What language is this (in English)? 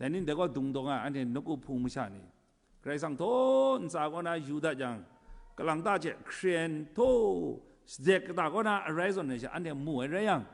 Kachin